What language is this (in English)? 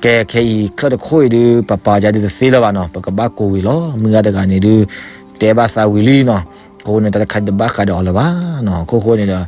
S'gaw Karen